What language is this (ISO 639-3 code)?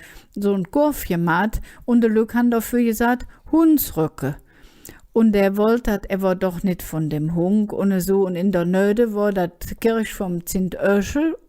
ksh